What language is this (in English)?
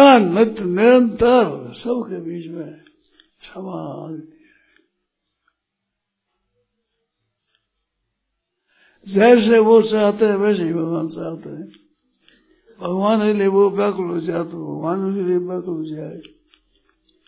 Hindi